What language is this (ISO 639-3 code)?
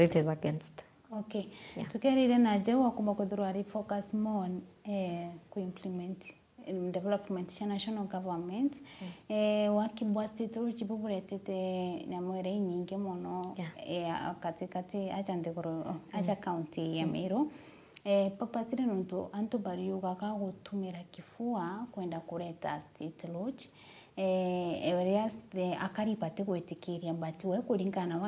mer